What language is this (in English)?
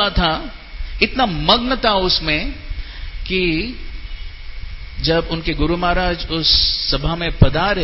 Hindi